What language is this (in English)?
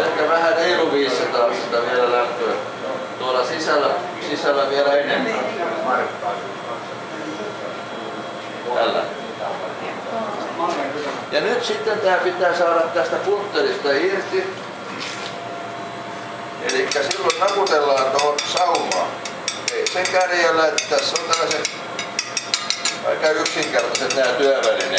Finnish